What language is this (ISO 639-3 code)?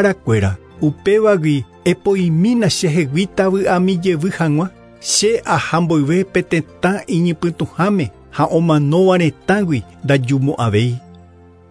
grn